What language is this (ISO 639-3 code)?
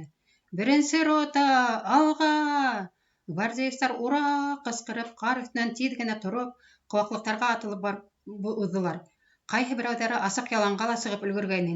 bak